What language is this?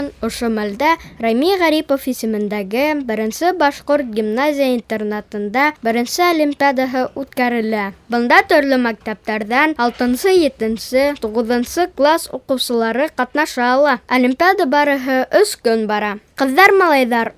Bashkir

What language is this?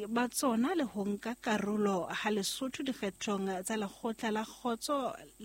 Southern Sotho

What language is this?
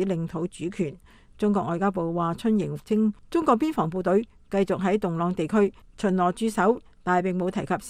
Cantonese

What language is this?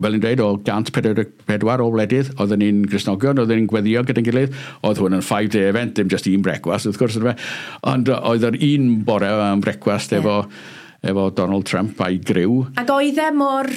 Welsh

